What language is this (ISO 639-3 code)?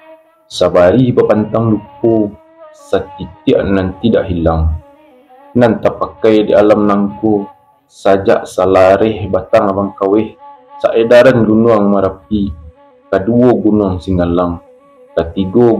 min